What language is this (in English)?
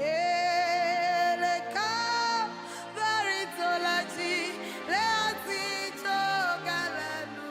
Ewe